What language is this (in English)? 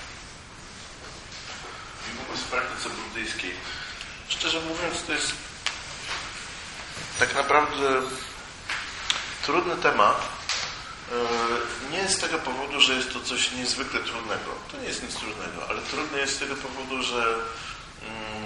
Polish